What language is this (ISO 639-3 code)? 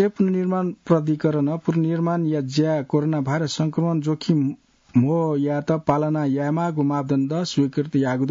new